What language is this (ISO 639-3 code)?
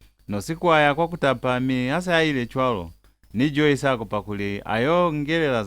loz